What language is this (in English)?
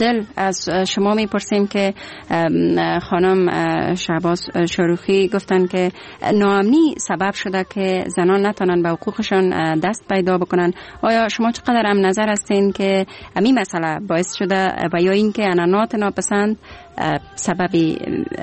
Persian